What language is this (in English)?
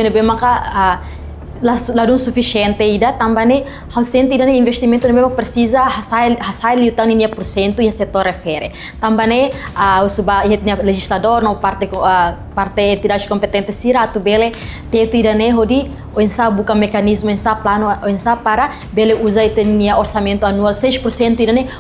Tetum